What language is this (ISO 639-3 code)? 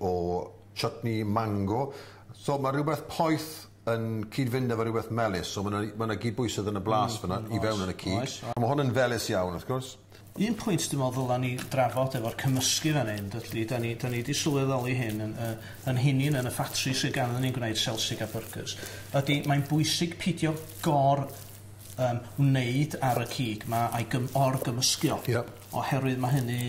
cym